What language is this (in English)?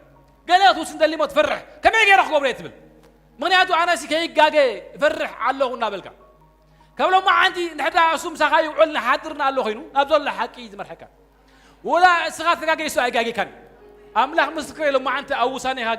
Tigrinya